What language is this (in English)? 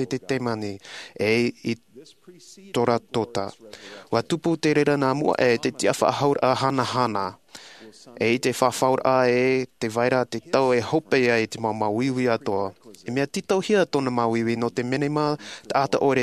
Tahitian